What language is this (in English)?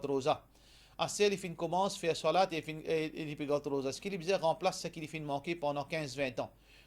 Morisyen